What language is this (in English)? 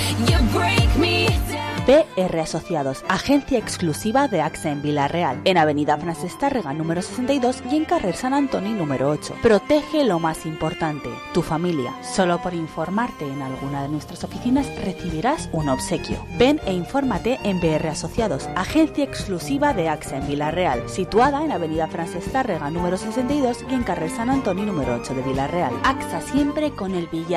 Spanish